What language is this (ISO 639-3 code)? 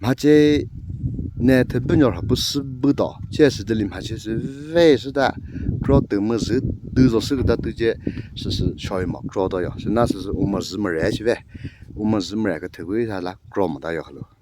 nri